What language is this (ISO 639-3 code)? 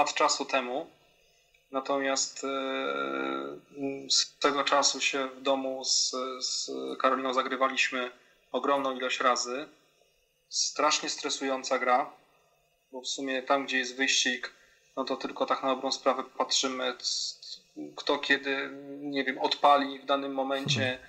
pol